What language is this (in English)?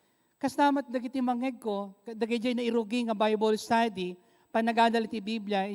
Iloko